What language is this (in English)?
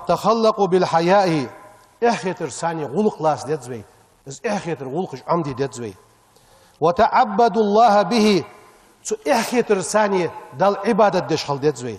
Ingush